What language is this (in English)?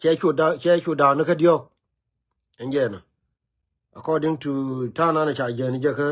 Nuer